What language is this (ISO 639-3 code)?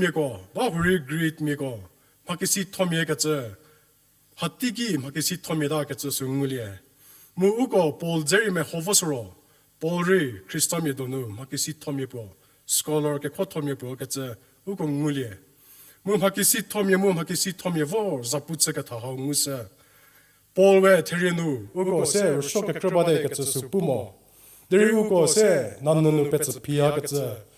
njm